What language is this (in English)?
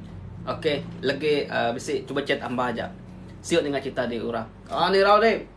Iban